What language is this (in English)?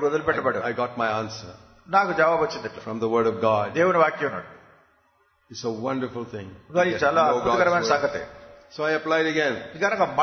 Telugu